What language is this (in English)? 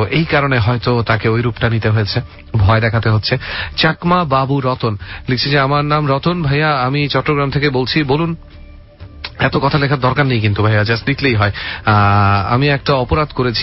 Bangla